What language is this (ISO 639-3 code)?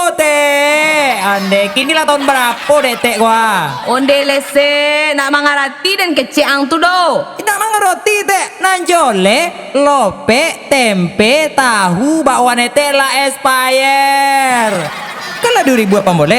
min